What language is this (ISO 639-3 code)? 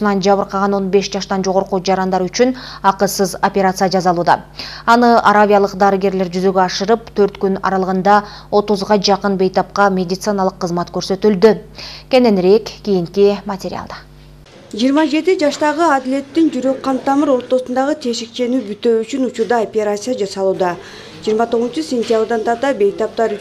kir